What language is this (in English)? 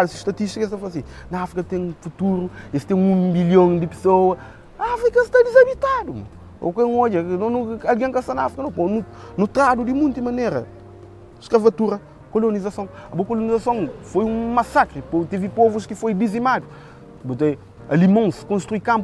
Kabuverdianu